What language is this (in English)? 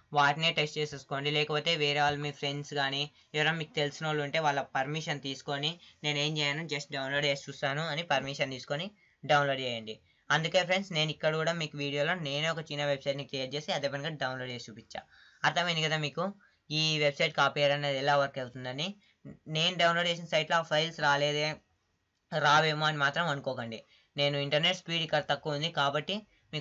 Telugu